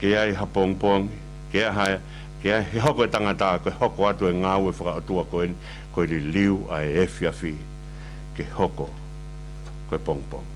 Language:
Tongan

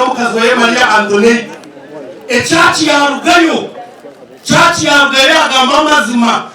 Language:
Nyankole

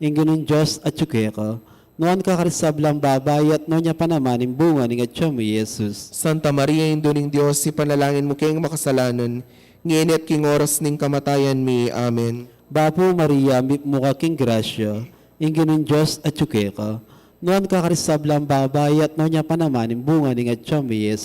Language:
Pampanga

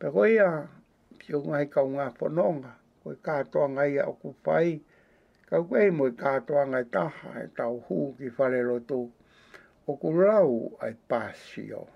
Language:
Tongan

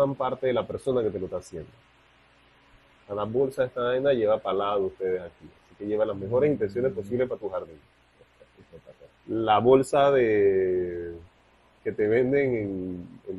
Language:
Spanish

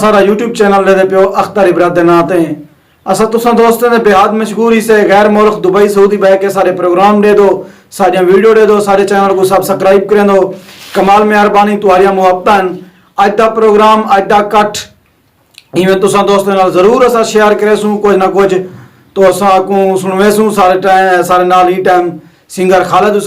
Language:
Saraiki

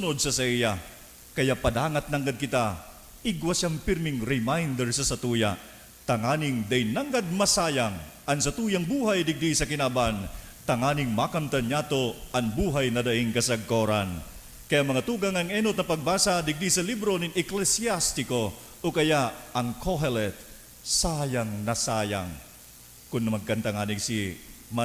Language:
Bikol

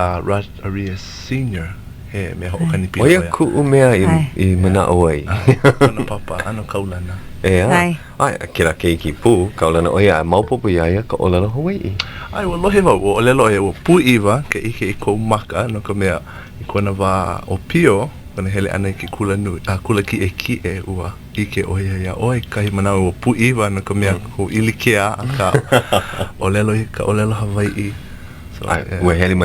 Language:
Hawaiian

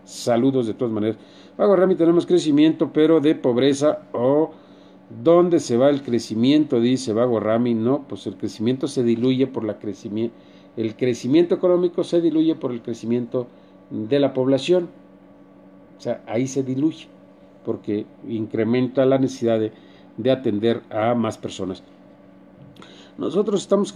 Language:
Spanish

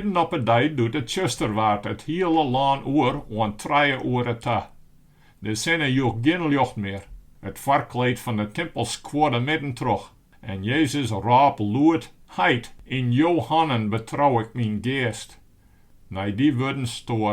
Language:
Western Frisian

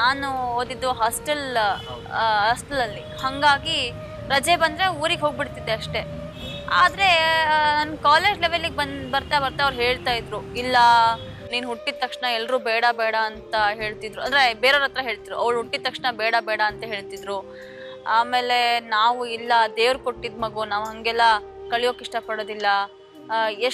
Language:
Kannada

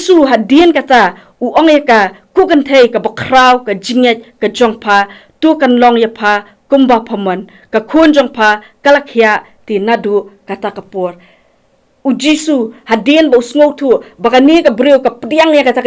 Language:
Khasi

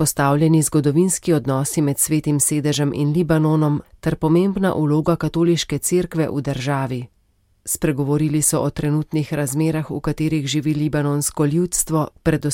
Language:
Slovenian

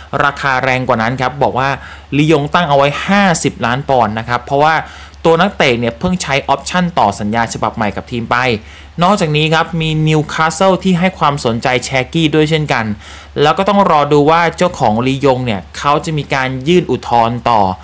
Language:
Thai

